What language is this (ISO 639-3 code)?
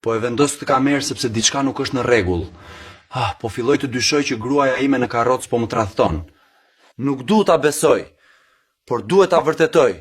sqi